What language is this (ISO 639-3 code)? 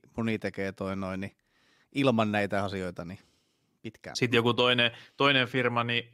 fin